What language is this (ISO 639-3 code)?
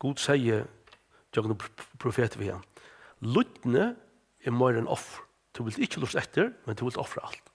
fao